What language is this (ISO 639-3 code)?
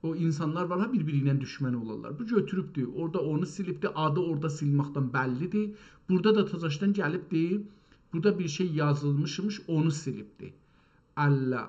azb